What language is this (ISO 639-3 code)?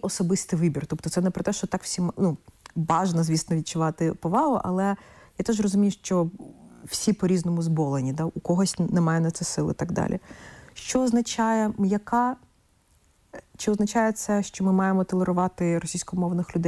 ukr